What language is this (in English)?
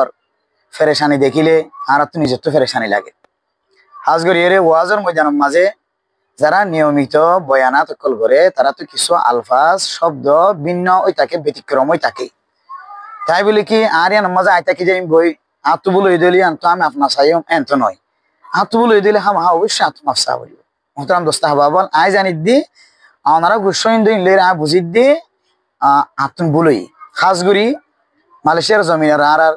Rohingya